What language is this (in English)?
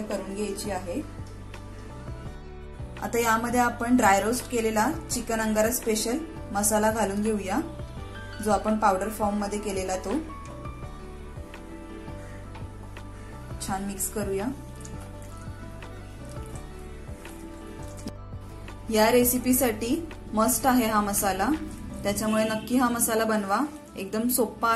Marathi